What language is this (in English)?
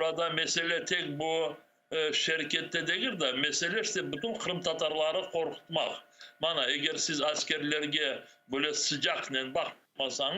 Crimean Tatar